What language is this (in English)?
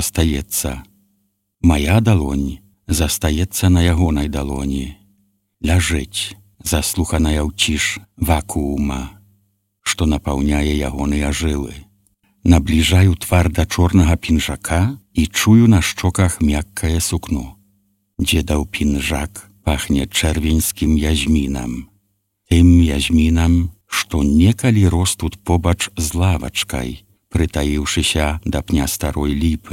Belarusian